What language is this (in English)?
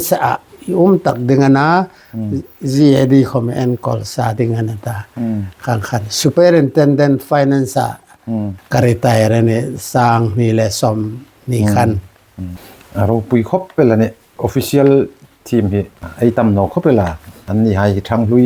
Hmar